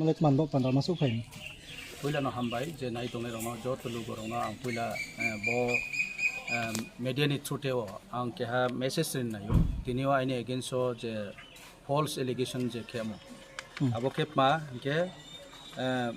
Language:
Riang (India)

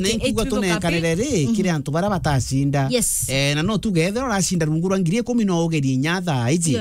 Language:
Meru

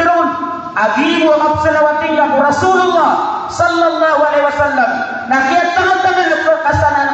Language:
Maranao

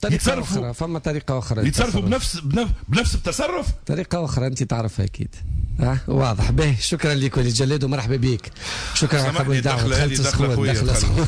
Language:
Tunisian Arabic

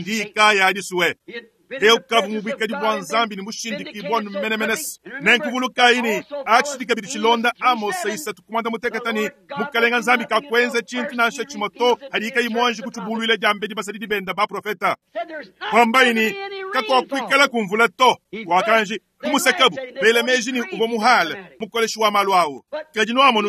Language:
Luba-Lulua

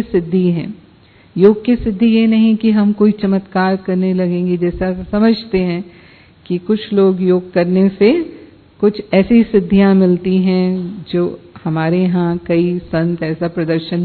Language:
Hindi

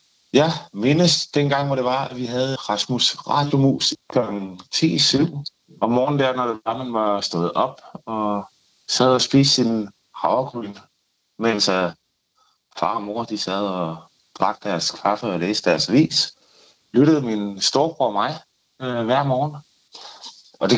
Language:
Danish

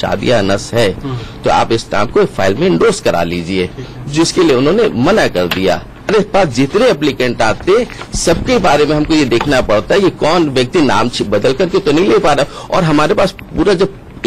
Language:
Hindi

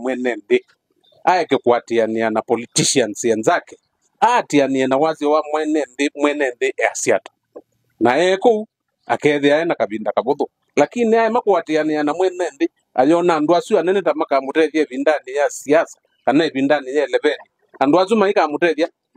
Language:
Kamba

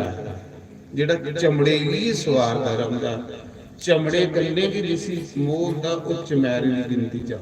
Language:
Dogri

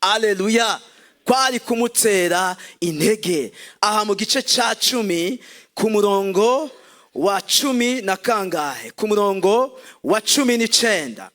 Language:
Rundi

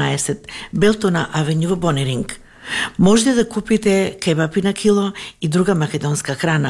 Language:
Macedonian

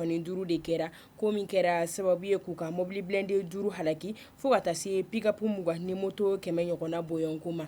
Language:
Bambara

